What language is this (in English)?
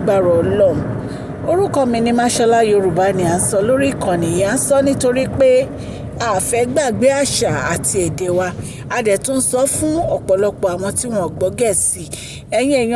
Yoruba